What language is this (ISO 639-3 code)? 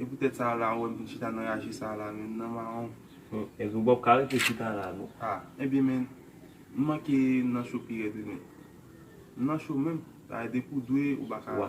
hat